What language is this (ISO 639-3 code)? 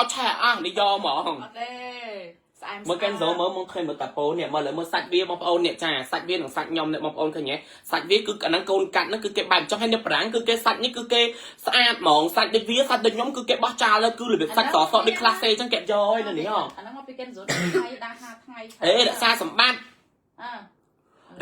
khm